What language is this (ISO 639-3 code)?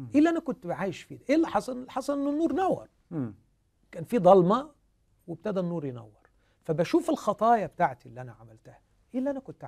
arz